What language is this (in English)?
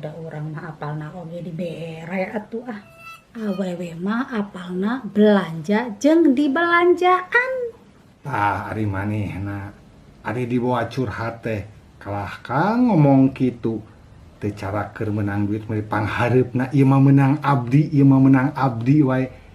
Sundanese